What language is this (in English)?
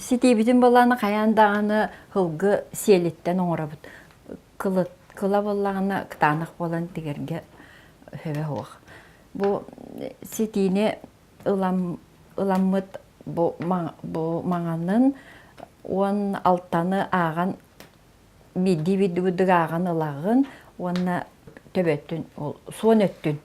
Yakut